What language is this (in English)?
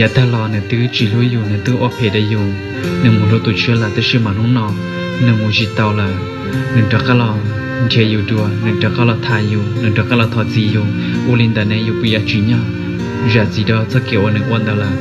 Hmong